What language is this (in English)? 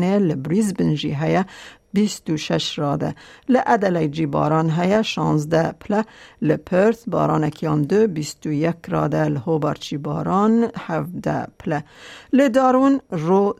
Kurdish